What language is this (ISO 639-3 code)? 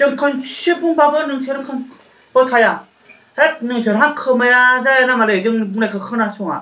brx